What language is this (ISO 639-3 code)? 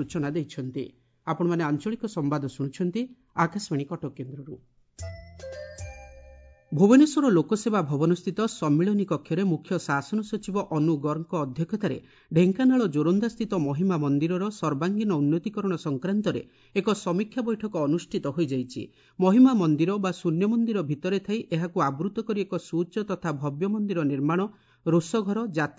ori